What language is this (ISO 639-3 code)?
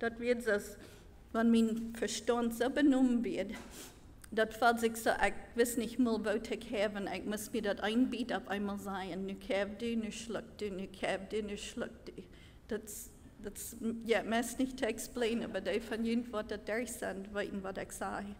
pdt